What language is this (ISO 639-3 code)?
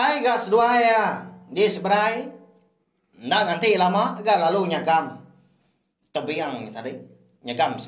iba